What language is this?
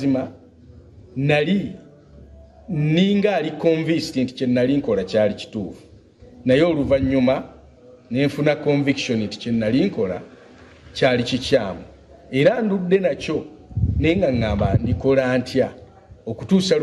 Ganda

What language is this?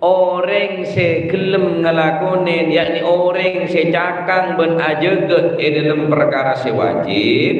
Madurese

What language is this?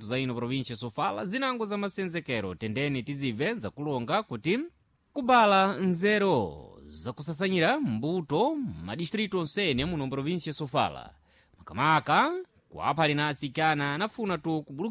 Sena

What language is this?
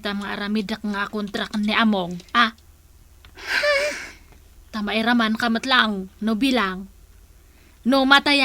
Iloko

